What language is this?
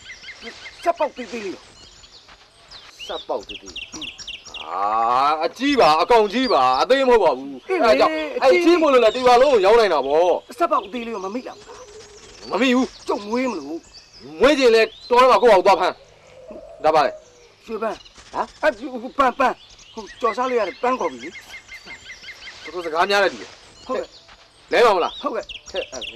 Burmese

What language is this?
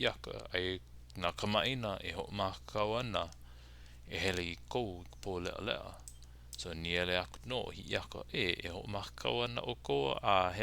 Hawaiian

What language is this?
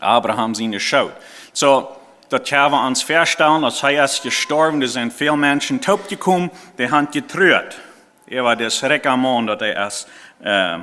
Plautdietsch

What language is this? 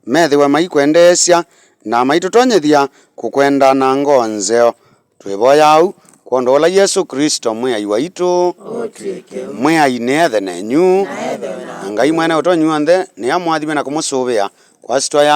Kamba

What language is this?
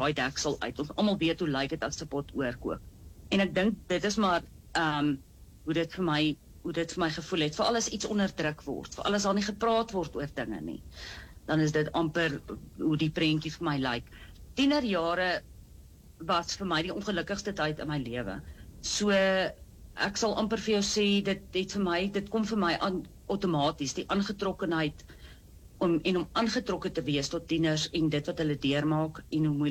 Afrikaans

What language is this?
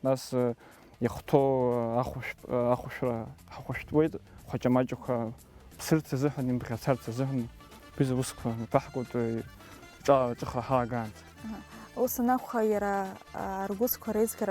Abkhazian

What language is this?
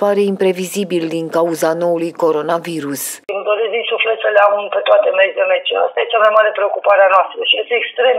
Romanian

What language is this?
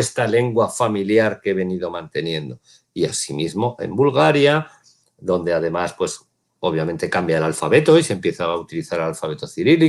Ladino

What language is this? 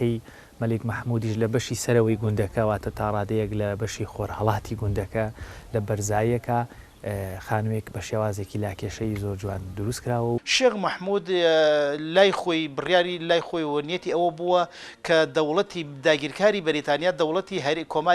Central Kurdish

